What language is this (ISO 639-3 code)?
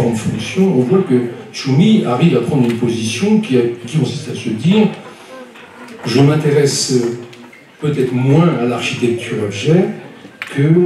fra